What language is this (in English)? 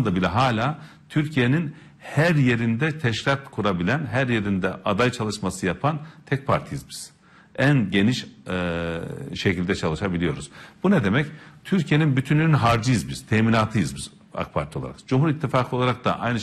Turkish